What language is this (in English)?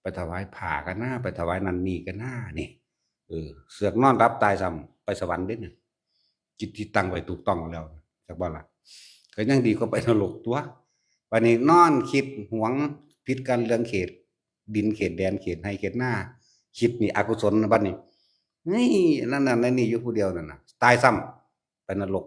Northeastern Thai